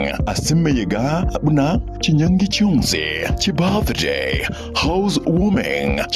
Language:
Gusii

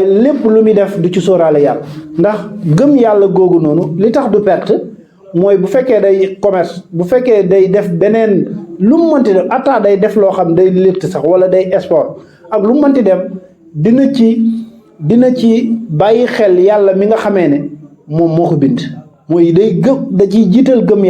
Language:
Wolof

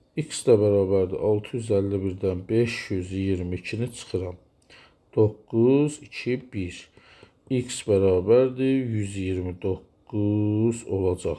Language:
Azerbaijani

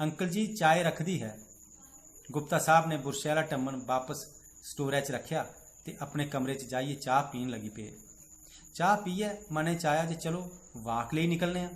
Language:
Dogri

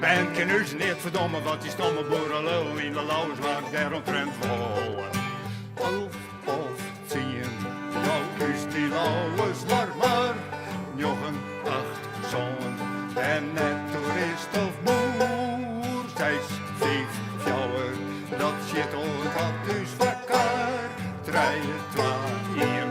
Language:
Western Frisian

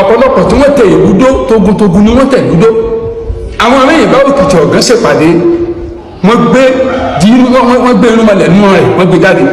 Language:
Yoruba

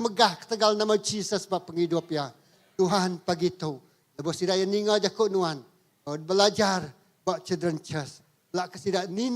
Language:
Iban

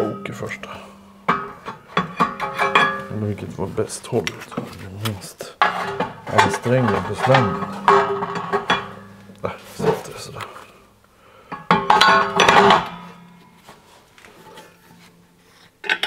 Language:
Swedish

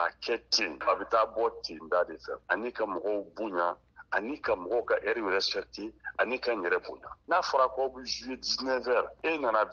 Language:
Bambara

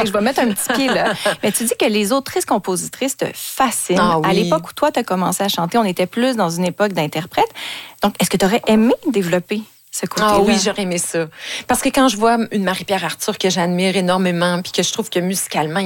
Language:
French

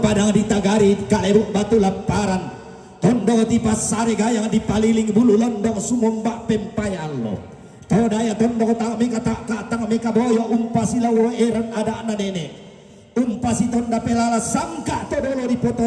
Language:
Toraja-Sa'dan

